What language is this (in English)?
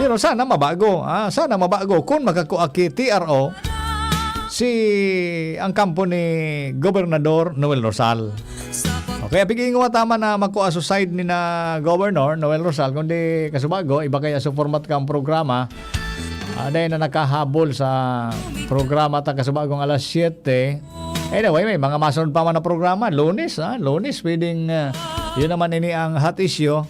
Bikol